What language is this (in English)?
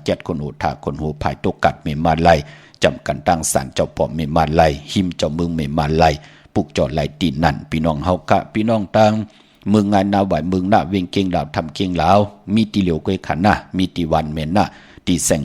Shan